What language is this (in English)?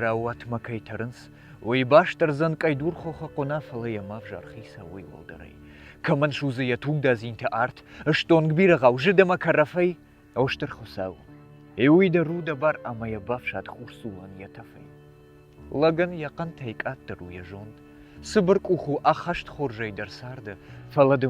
Ossetic